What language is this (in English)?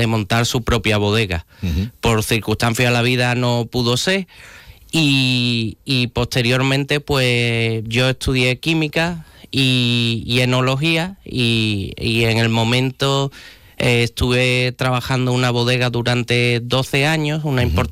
Spanish